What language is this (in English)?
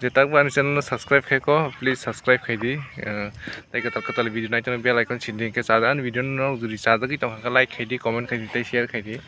Kok Borok